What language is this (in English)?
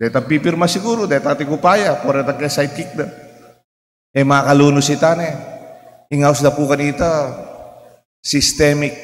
Pampanga